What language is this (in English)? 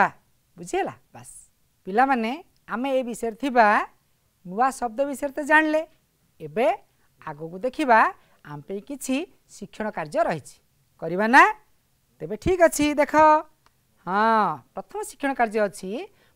Odia